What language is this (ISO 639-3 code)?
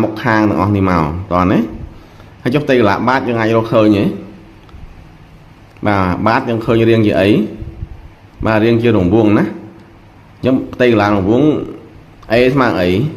khm